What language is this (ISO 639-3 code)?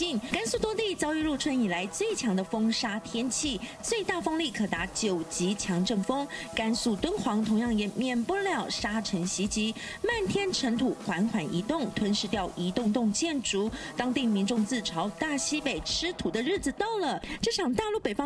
zho